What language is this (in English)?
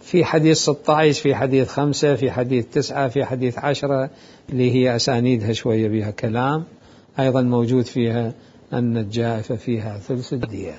Mesopotamian Arabic